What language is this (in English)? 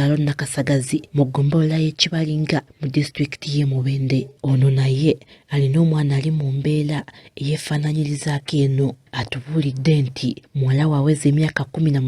Ganda